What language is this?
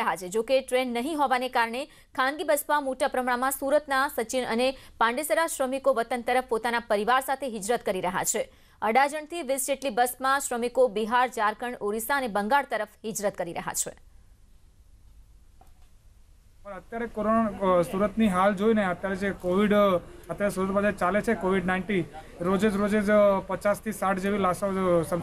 Gujarati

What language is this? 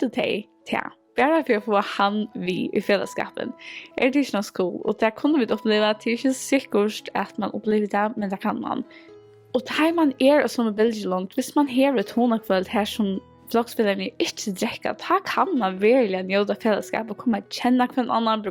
Faroese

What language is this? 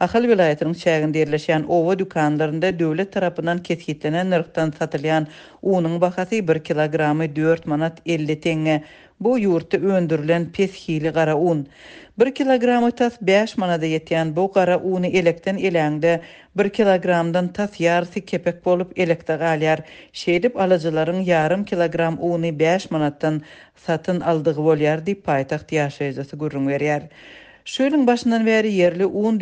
Kyrgyz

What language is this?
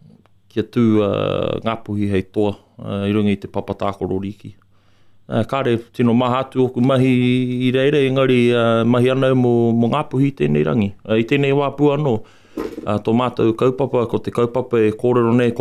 Māori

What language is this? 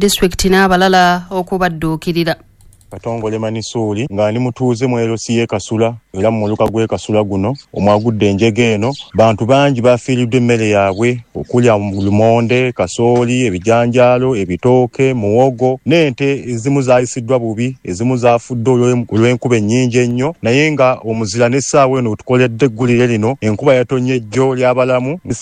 Ganda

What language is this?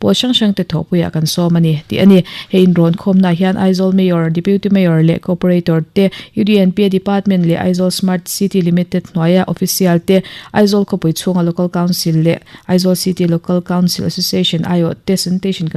Mizo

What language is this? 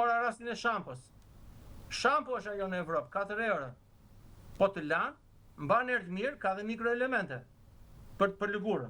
Albanian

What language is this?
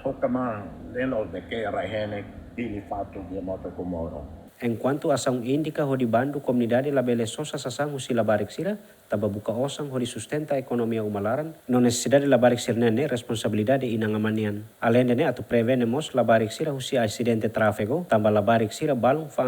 Tetum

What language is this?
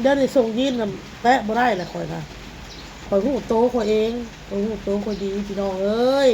Northeastern Thai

